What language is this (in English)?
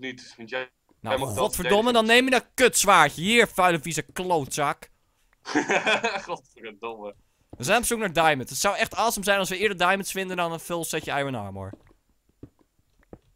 Dutch